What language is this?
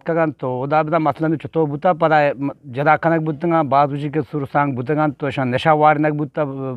Eastern Balochi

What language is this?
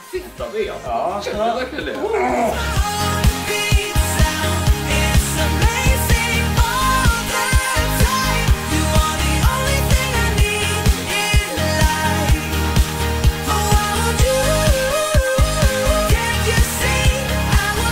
Swedish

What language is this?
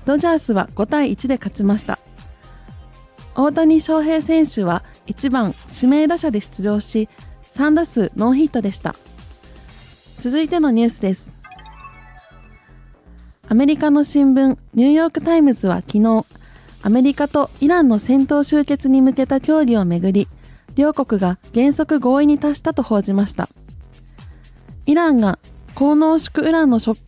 Japanese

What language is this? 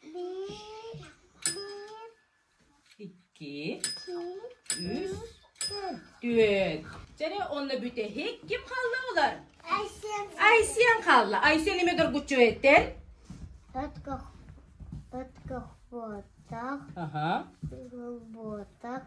Yakut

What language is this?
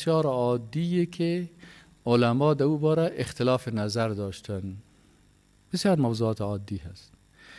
Persian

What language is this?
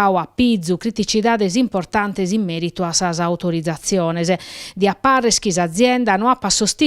Sardinian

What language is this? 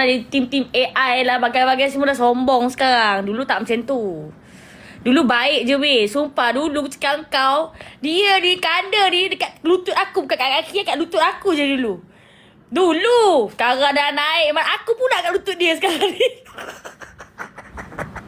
Malay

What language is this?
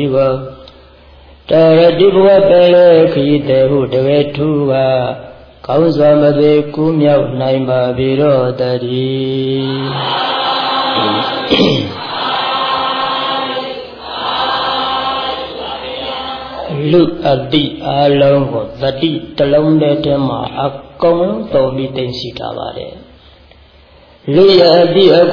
Burmese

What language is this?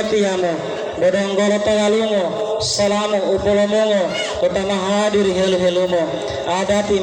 Gorontalo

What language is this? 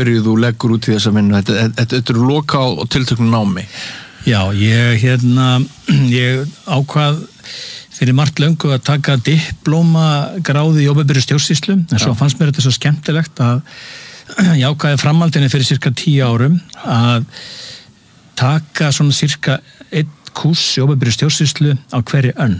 Icelandic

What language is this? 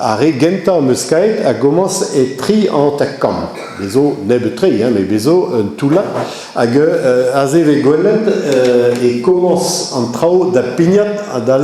Breton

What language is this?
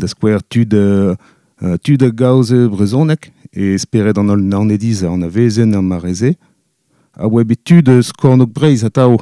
Breton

